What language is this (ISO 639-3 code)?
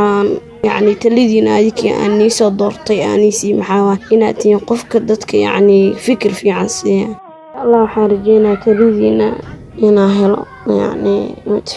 som